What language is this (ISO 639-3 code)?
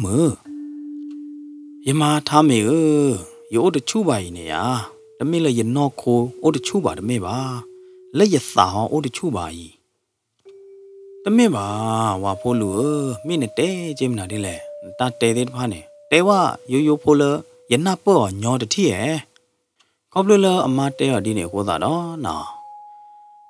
ksw